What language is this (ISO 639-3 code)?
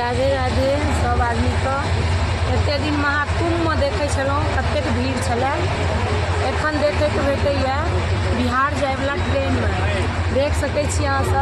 mai